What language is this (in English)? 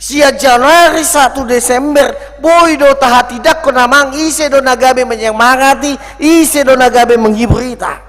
Batak Toba